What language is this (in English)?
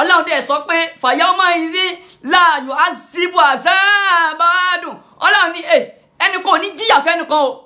Yoruba